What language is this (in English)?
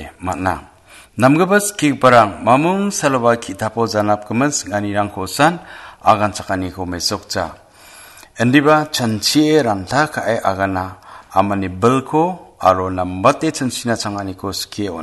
Garo